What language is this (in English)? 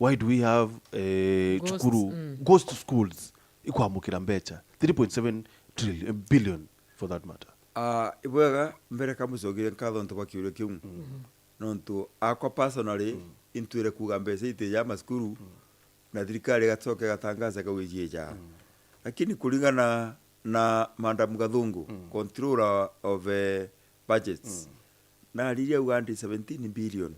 Meru